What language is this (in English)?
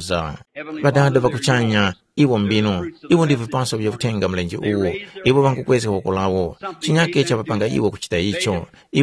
Tumbuka